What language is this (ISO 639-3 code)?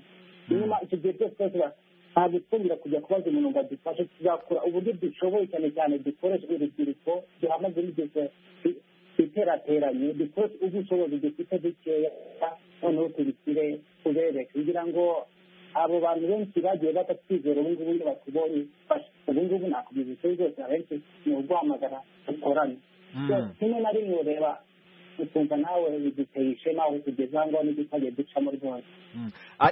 kin